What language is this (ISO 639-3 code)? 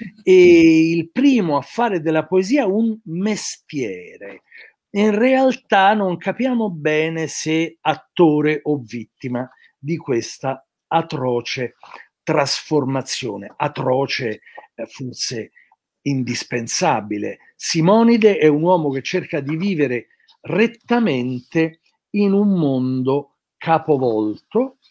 ita